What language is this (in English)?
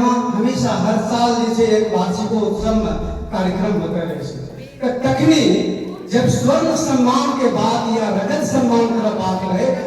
Angika